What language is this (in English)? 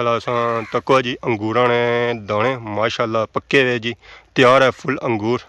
Pahari-Potwari